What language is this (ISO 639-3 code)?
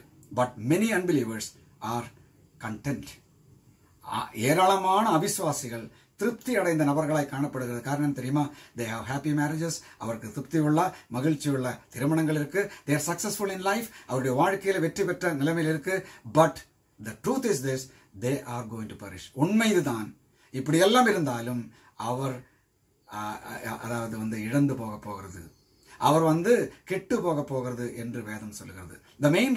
tam